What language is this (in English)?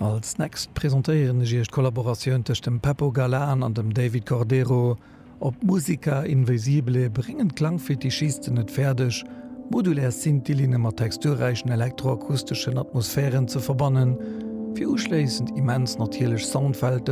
Luxembourgish